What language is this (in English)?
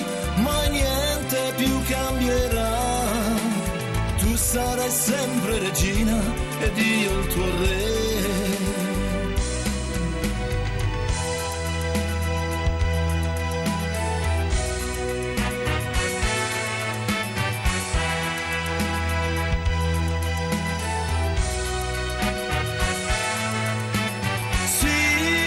Italian